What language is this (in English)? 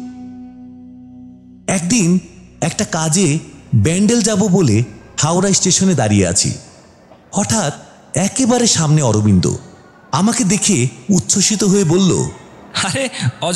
Bangla